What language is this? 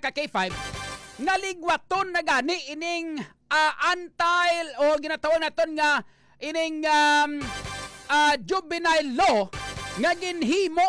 Hiligaynon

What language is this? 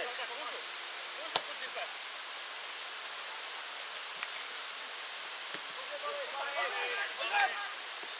Czech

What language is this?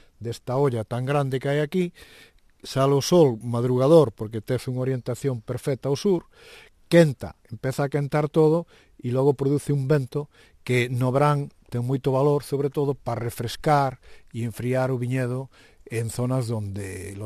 Galician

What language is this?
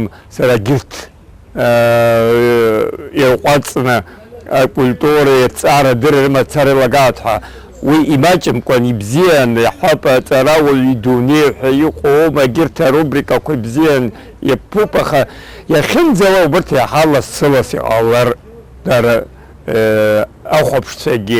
Abkhazian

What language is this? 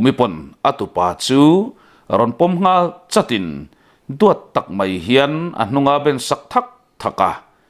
Mizo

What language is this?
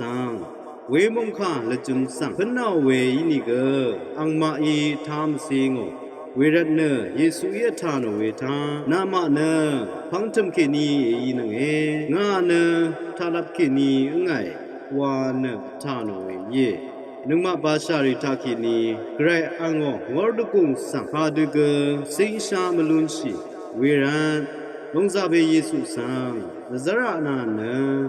Rawang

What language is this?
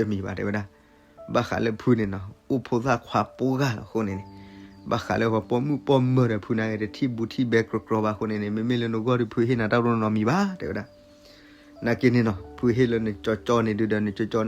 S'gaw Karen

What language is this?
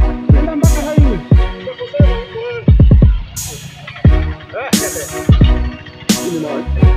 Swahili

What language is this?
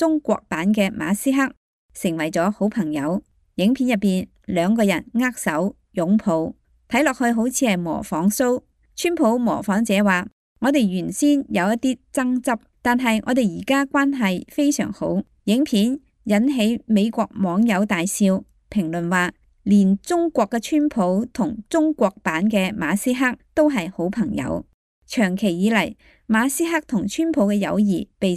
Cantonese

